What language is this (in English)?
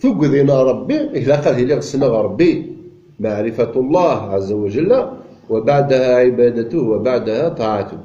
Kabyle